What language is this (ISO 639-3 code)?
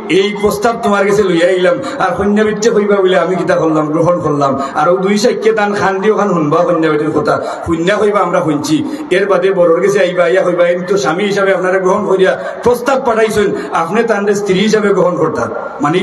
syl